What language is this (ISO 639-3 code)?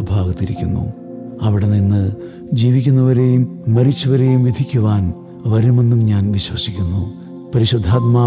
mal